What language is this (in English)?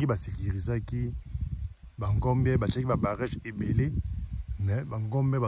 Lingala